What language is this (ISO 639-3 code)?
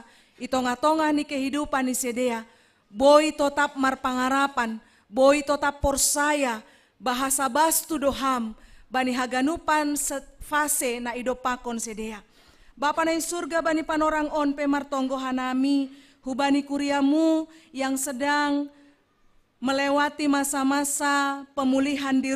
bts